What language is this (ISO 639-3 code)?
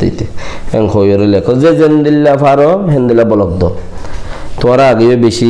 rhg